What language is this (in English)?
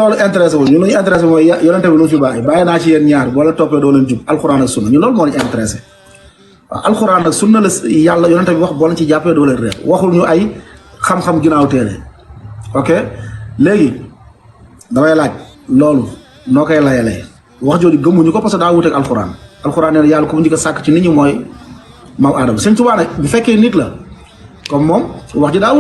Wolof